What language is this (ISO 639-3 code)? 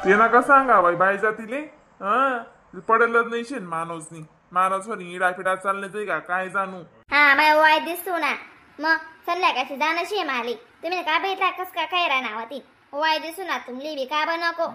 khn